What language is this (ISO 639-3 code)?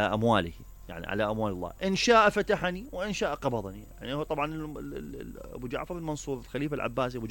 acm